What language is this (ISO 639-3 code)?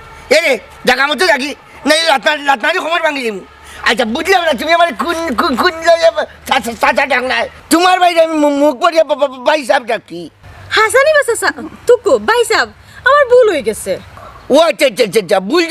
syl